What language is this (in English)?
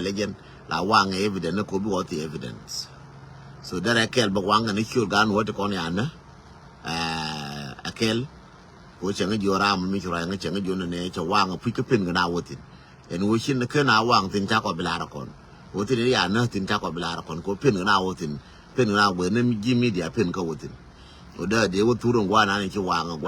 Nuer